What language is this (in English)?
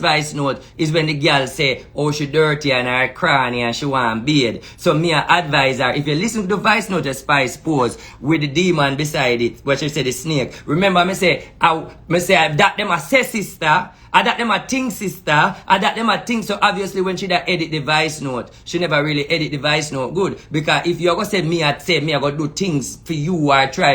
Jamaican Creole English